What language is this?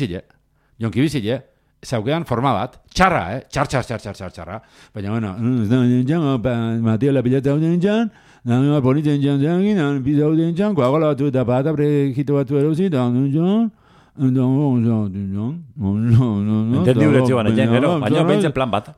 Basque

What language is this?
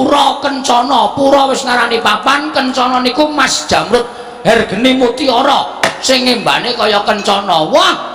Javanese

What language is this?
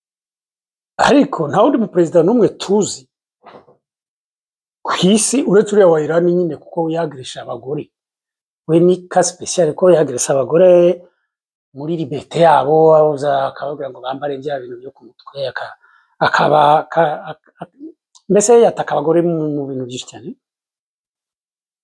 Kinyarwanda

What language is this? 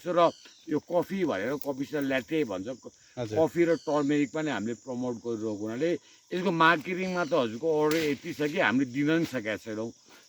Nepali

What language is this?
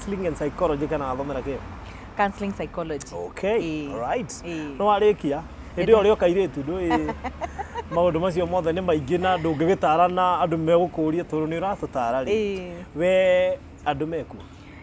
Kikuyu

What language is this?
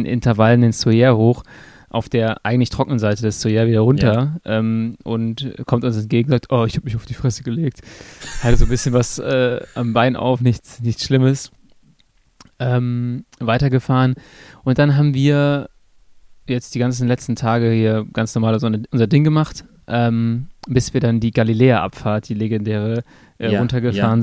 German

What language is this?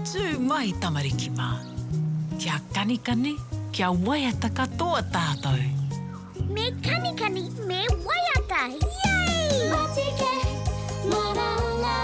Māori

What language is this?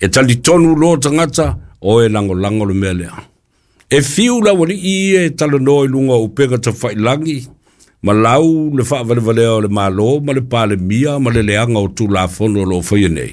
Samoan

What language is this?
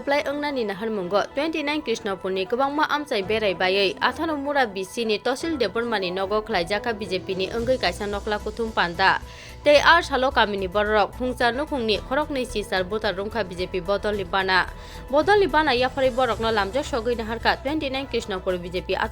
Kok Borok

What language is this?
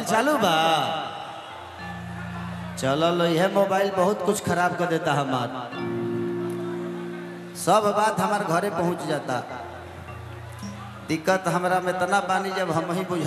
Bhojpuri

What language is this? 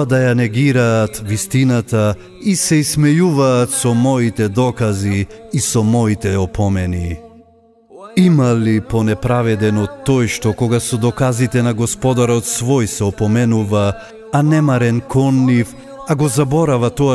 Macedonian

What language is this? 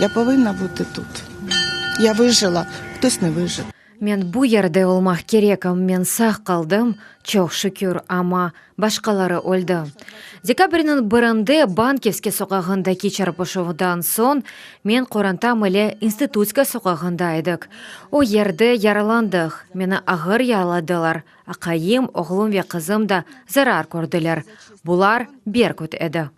Crimean Tatar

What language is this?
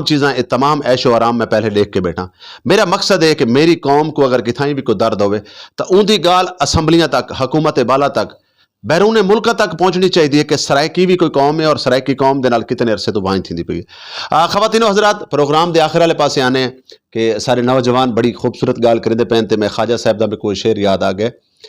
Saraiki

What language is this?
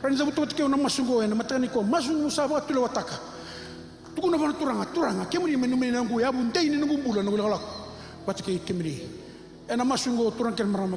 Fijian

